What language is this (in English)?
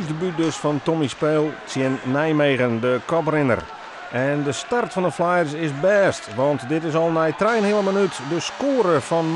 Western Frisian